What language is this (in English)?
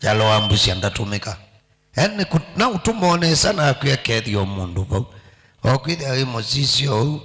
Kamba